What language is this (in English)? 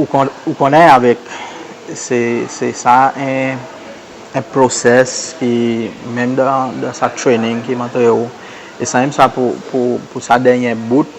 Seselwa Creole French